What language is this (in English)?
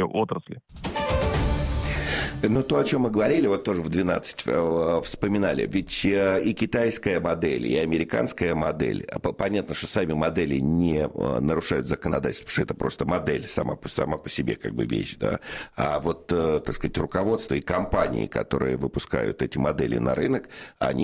Russian